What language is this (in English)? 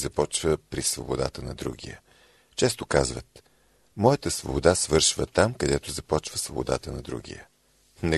Bulgarian